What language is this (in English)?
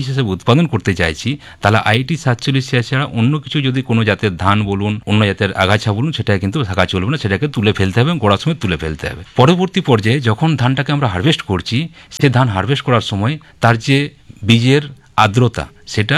Bangla